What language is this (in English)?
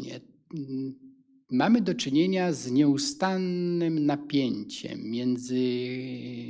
Polish